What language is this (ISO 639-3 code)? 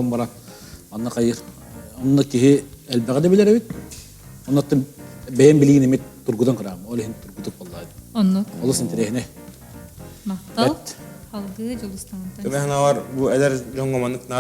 sah